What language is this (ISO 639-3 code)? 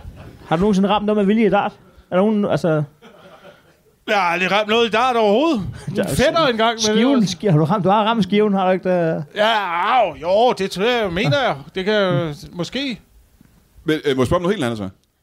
dan